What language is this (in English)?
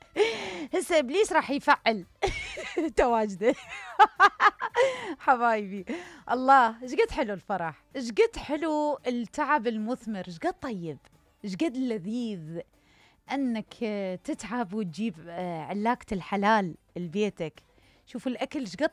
Mesopotamian Arabic